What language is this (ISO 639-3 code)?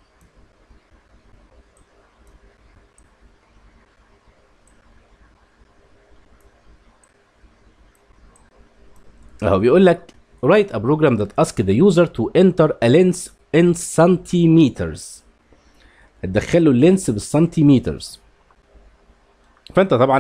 arz